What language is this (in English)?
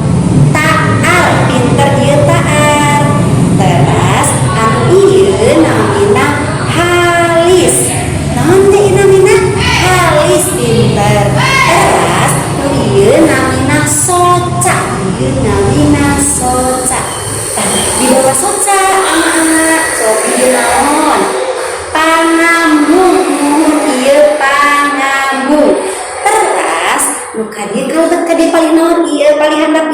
Sundanese